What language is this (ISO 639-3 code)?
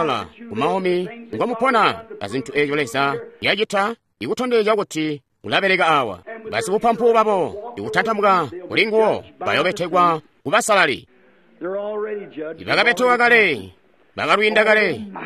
toi